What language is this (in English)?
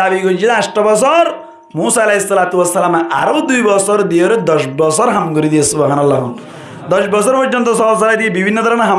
Rohingya